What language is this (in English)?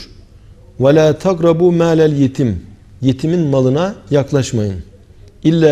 Turkish